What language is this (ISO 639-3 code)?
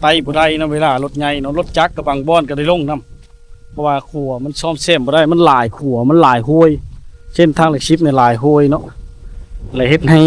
lao